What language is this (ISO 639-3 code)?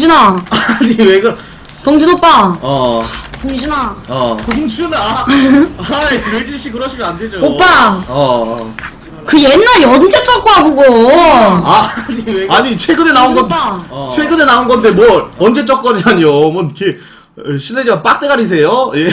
kor